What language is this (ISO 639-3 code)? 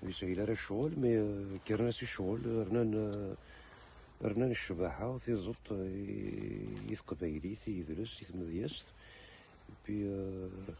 kab